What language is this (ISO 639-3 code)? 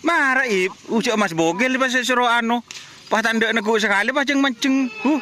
mad